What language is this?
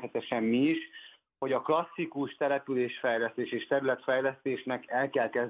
Hungarian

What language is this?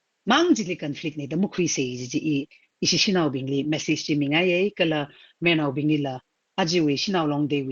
Tangkhul Naga (India)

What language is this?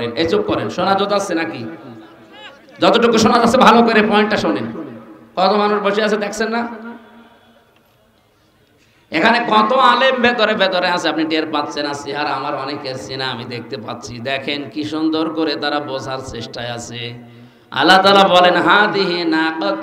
Bangla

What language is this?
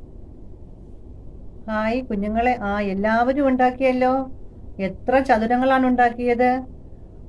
Malayalam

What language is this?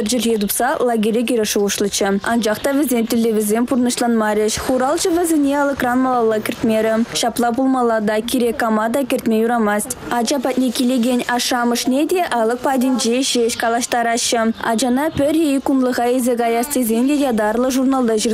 Chuvash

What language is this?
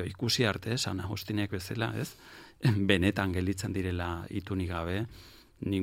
Basque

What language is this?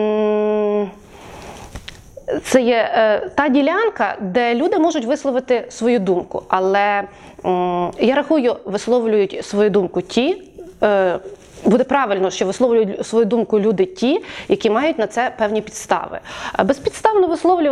Ukrainian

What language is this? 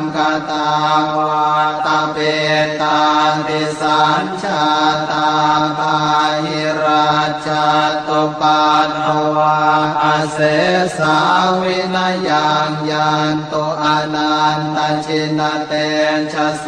Pali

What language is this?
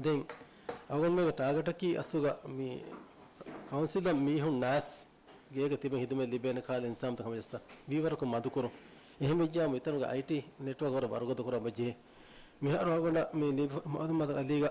Divehi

